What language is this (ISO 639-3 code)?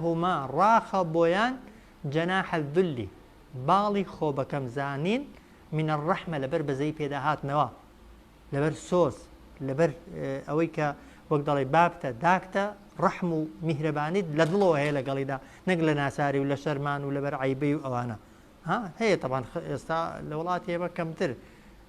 ckb